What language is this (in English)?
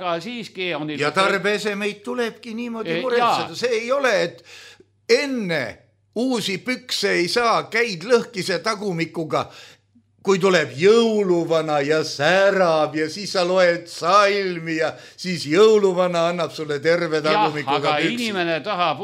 Estonian